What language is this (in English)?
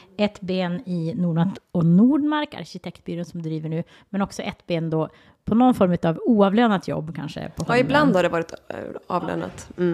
Swedish